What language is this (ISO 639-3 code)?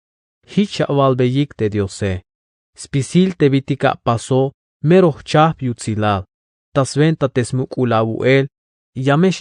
tzh